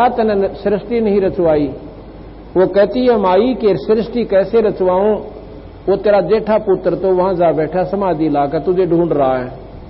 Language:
Hindi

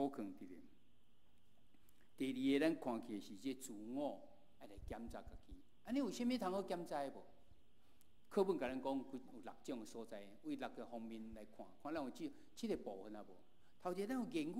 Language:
Min Nan Chinese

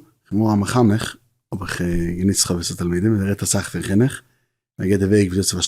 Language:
Yiddish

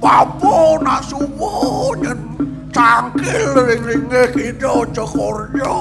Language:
Balinese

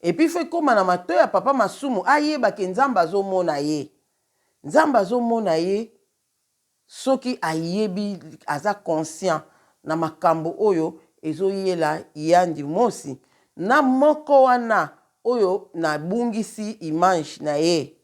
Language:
Lingala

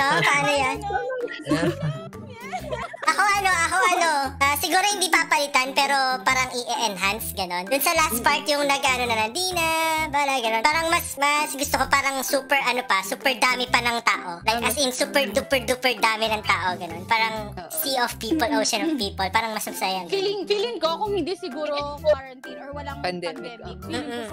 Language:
Filipino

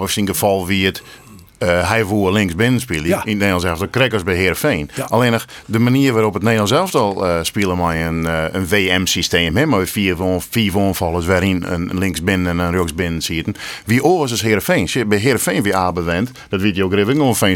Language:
Western Frisian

